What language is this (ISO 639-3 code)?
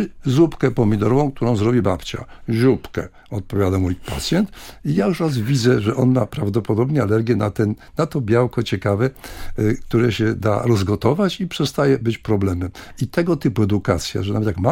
pol